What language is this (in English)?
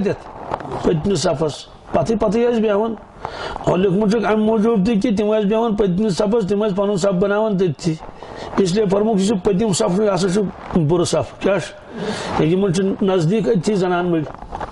Kashmiri